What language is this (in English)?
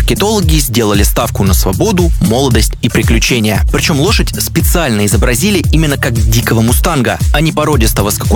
Russian